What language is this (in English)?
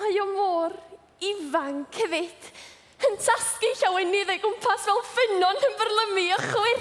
Welsh